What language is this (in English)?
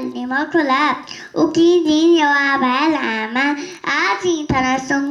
Newari